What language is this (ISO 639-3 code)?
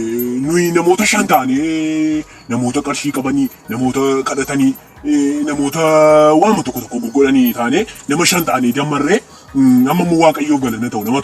orm